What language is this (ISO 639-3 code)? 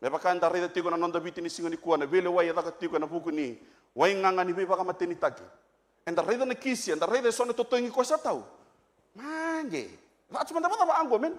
fij